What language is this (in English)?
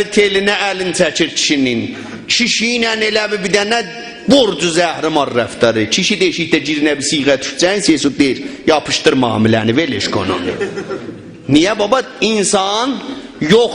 South Azerbaijani